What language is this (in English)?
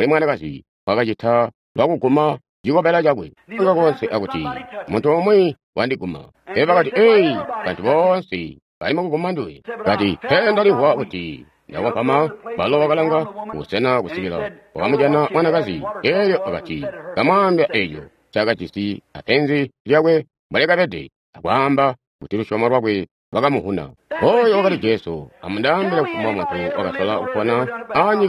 Tonga (Zambia)